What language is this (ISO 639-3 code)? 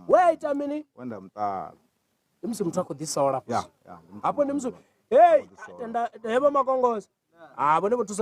ven